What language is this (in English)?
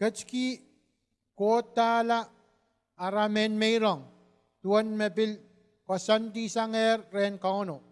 Pohnpeian